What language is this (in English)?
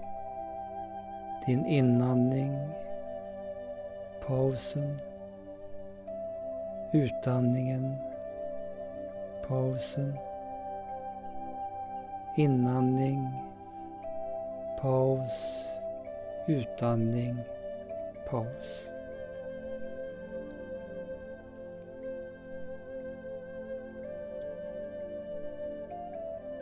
Swedish